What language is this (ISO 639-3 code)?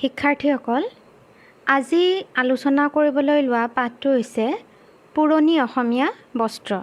asm